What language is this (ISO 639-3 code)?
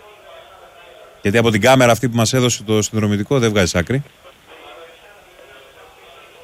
ell